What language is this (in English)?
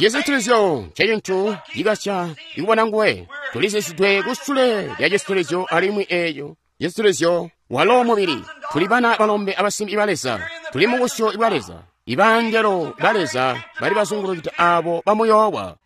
Tonga (Zambia)